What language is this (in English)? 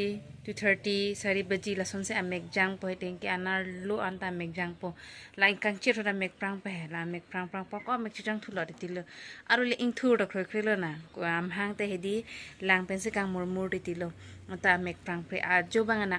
Karbi